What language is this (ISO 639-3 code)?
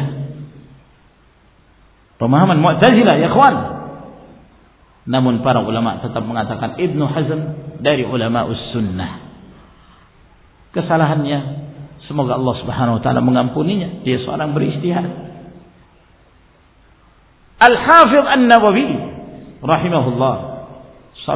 ind